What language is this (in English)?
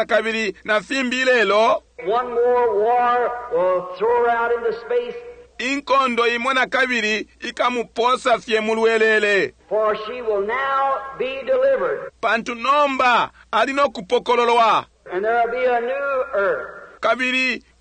Bemba